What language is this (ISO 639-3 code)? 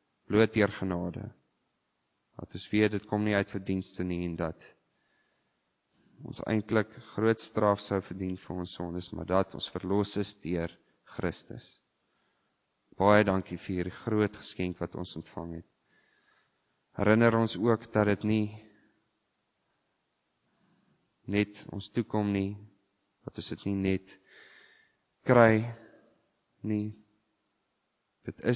afr